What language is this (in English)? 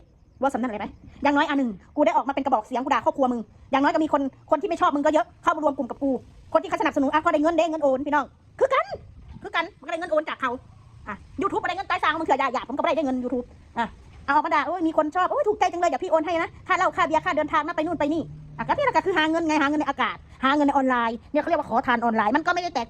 Northeastern Thai